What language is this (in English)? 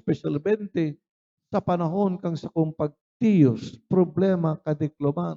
Bikol